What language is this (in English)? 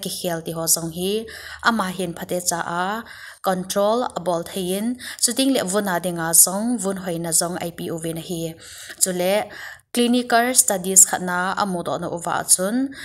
Thado Chin